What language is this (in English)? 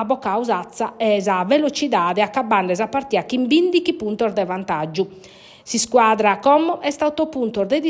Sardinian